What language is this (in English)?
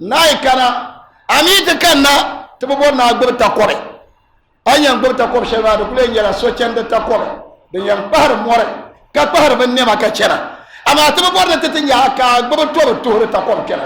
Dagbani